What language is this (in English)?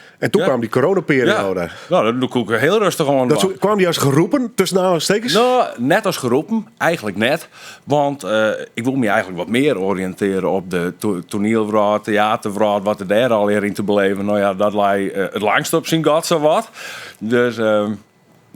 Western Frisian